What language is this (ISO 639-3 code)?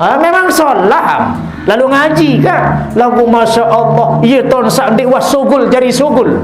sas